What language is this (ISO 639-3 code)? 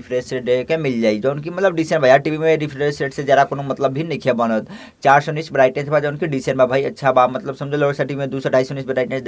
bho